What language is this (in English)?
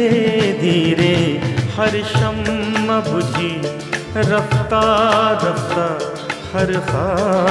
Hindi